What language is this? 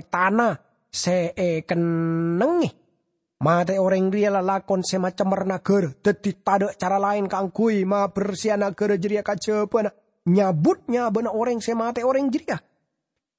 Madurese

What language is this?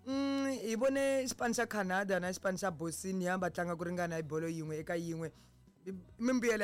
Tsonga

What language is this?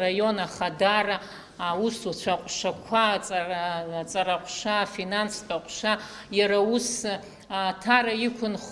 Abkhazian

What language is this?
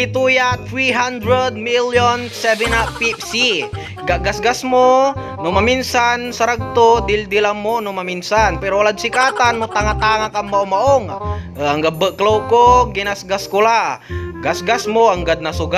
Pangasinan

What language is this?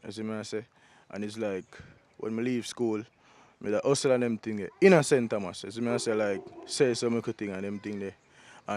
Jamaican Creole English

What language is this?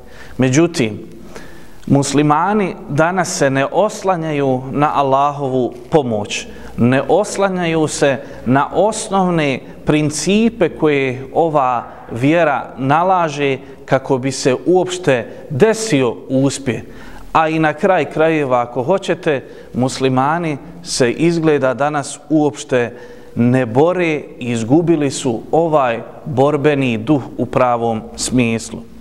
Bosnian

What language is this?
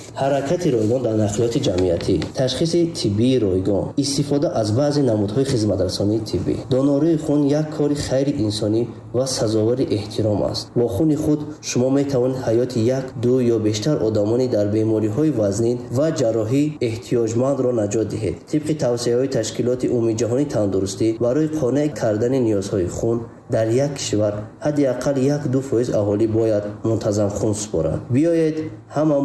Tajik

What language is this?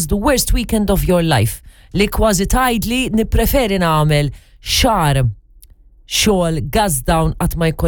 Maltese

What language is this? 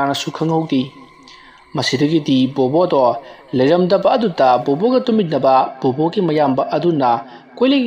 Manipuri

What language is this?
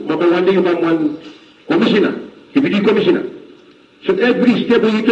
Bislama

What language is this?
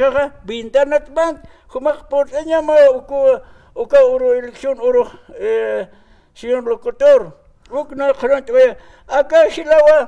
Aymara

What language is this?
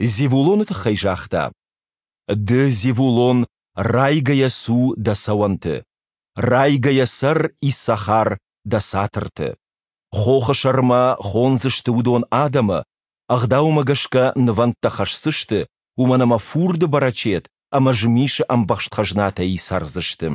Ossetic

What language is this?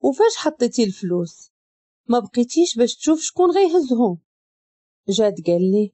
Moroccan Arabic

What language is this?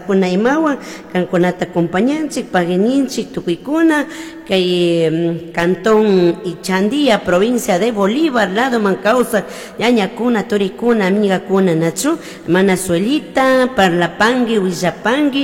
Chimborazo Highland Quichua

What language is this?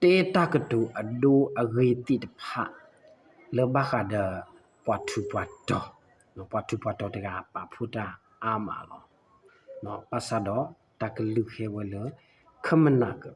S'gaw Karen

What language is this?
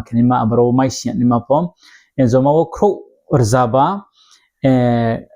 Riang (India)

